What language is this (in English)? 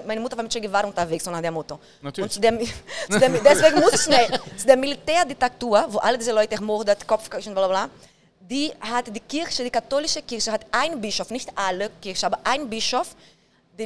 German